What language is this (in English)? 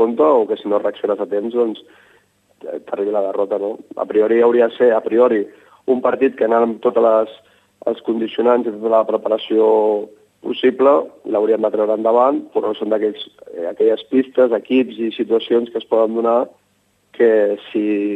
Catalan